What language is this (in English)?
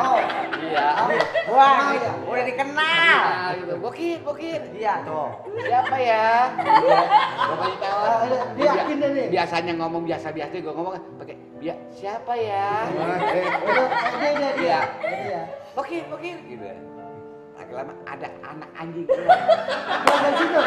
Betawi